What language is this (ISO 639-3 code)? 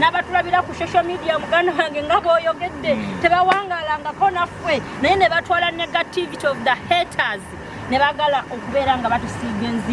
lug